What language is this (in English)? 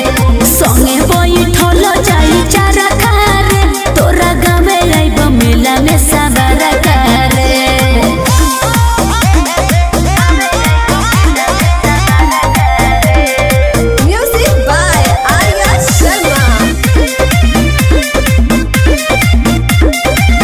Bhojpuri